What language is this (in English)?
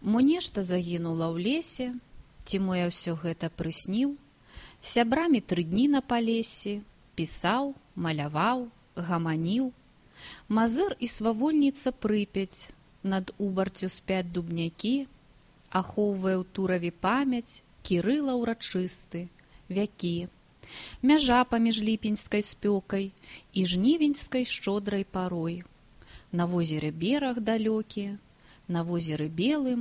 Belarusian